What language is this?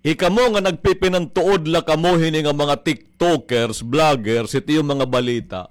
Waray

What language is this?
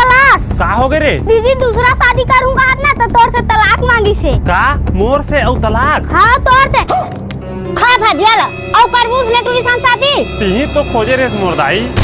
Chhattisgarhi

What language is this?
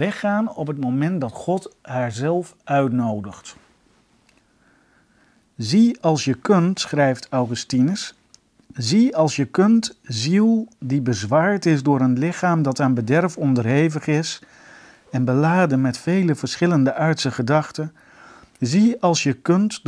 Dutch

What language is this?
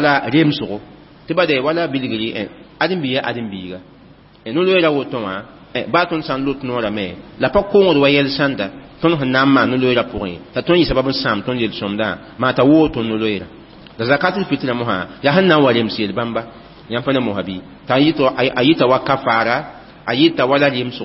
Mossi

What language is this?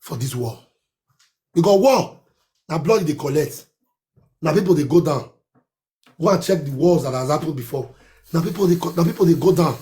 Nigerian Pidgin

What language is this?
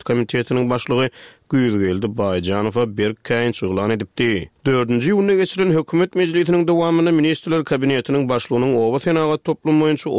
Turkmen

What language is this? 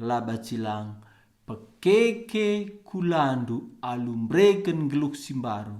Batak Karo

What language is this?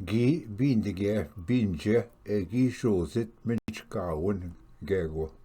Ojibwa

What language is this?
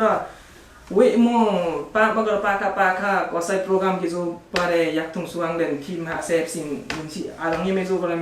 Limbu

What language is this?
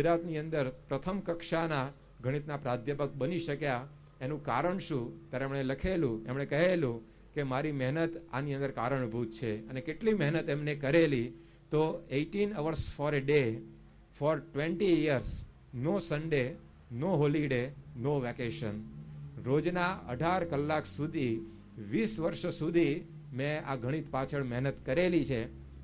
Gujarati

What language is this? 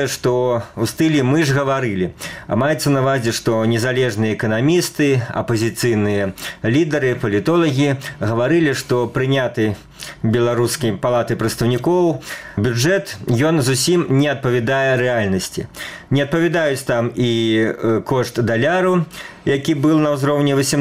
Belarusian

